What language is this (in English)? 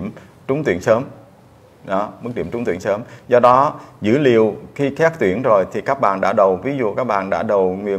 Vietnamese